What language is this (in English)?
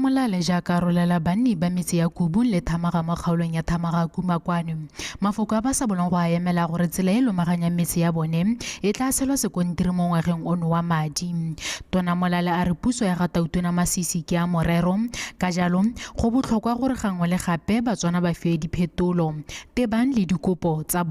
Tswana